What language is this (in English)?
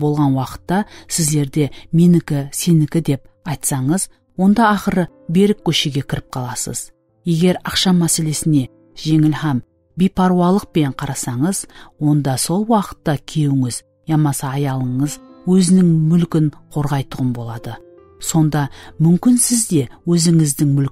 Kara-Kalpak